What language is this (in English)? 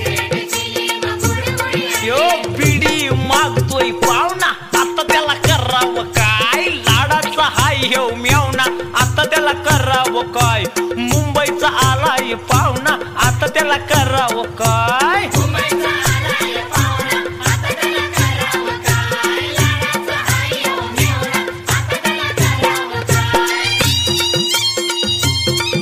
Marathi